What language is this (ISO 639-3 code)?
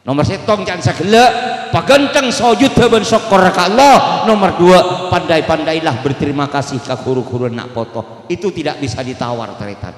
mad